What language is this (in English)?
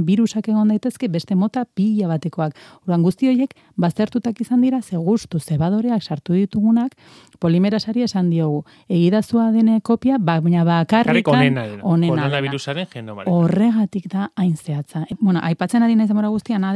Basque